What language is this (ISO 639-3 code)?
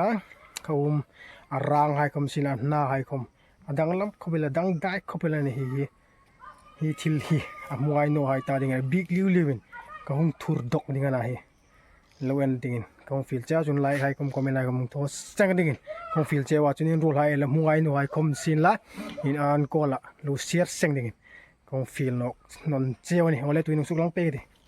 hmr